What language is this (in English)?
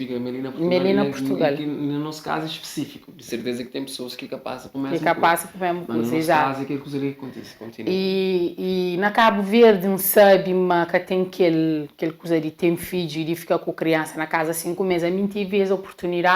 Kabuverdianu